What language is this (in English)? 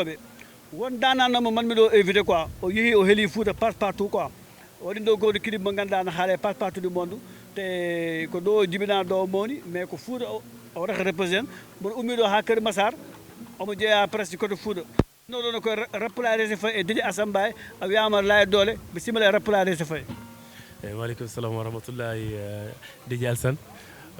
Fula